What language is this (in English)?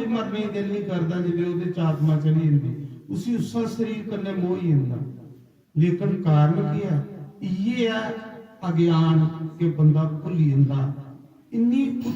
Dogri